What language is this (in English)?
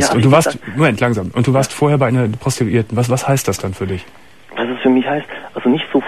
German